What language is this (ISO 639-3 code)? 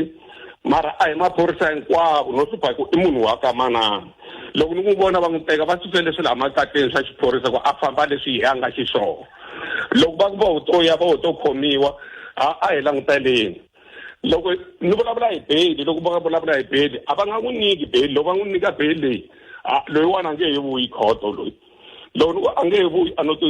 tso